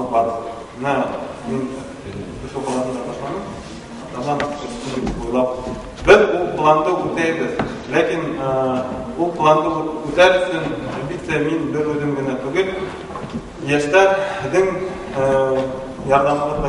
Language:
Bashkir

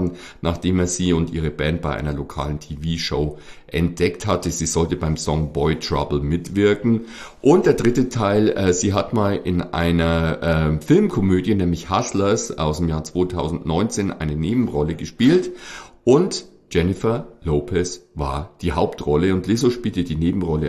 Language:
German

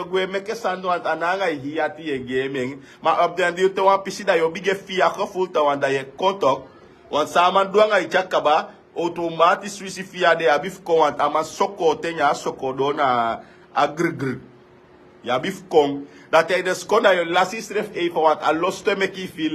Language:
Sranan Tongo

